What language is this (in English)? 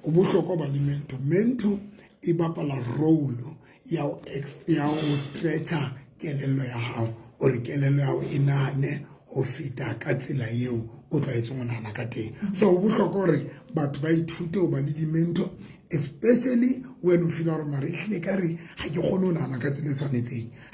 Southern Sotho